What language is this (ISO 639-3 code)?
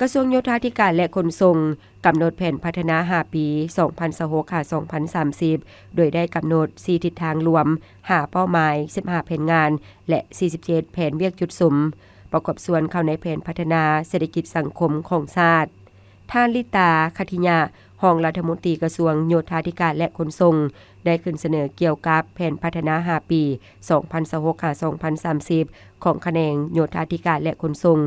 lao